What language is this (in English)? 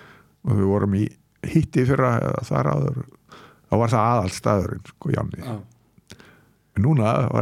Icelandic